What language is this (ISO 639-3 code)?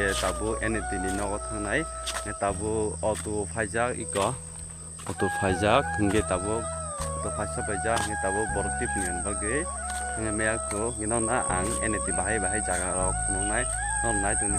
trp